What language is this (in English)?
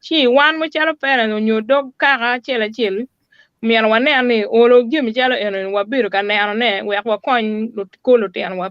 Acoli